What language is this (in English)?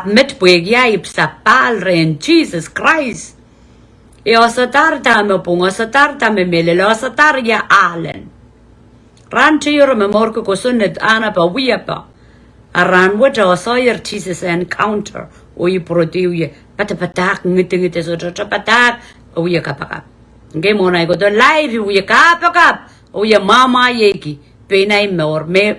Pohnpeian